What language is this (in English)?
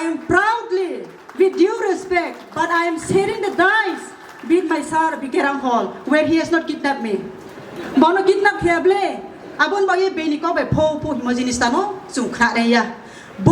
Kok Borok